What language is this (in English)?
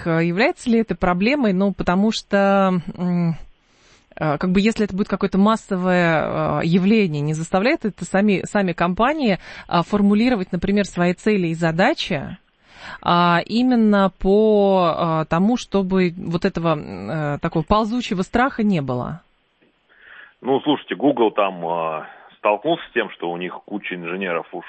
Russian